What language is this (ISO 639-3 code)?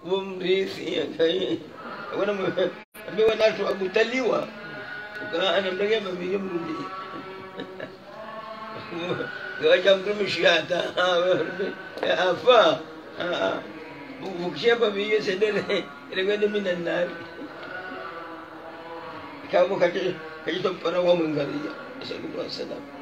swa